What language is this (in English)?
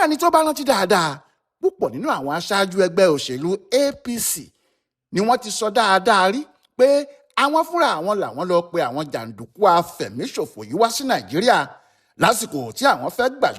Yoruba